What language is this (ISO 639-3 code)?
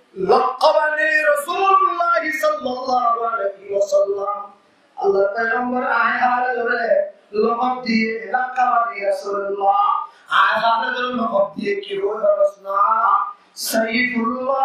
rhg